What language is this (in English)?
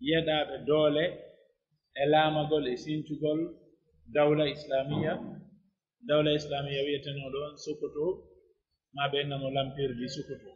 Pular